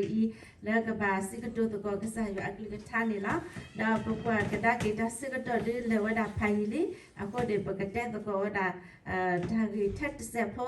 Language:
S'gaw Karen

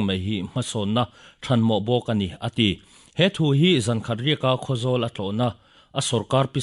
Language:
Mizo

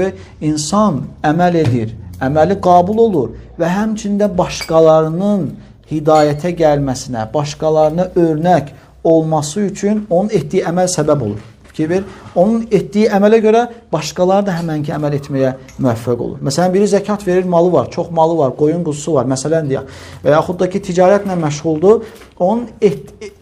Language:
Azerbaijani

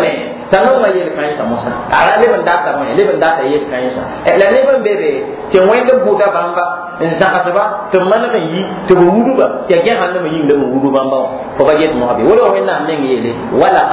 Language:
Mossi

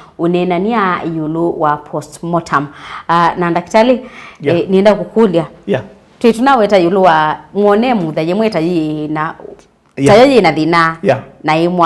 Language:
Kamba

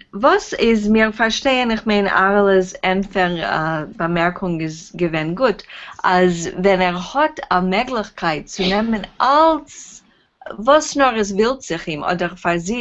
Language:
Yiddish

